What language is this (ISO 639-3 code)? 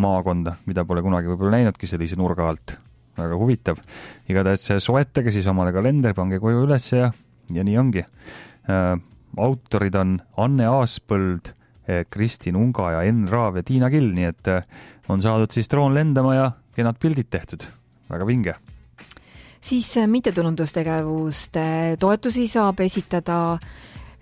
est